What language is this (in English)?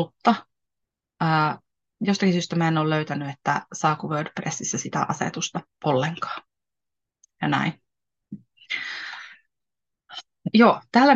Finnish